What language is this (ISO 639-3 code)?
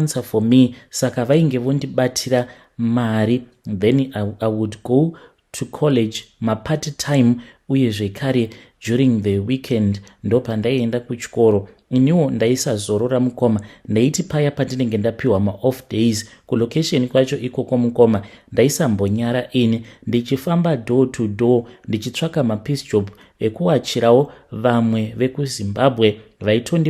sna